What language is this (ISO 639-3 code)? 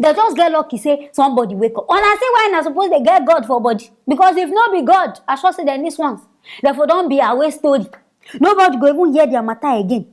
pcm